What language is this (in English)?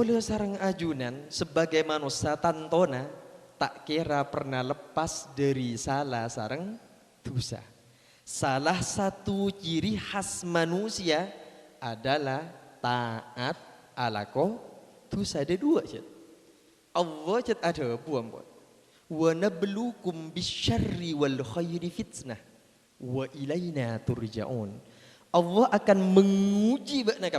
Madurese